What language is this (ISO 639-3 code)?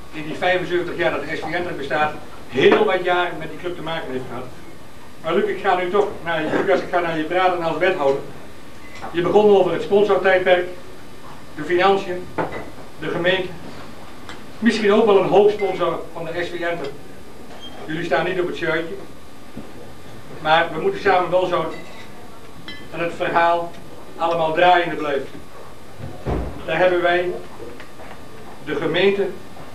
nld